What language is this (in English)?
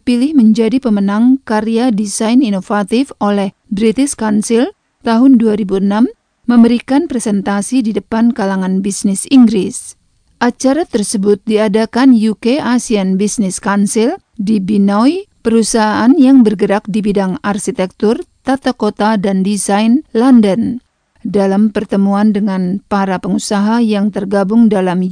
Indonesian